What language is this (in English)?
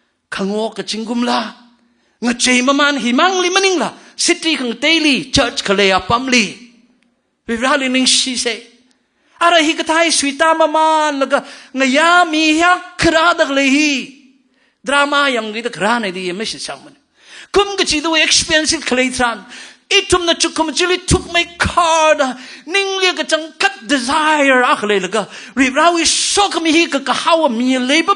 Tangkhul Naga (India)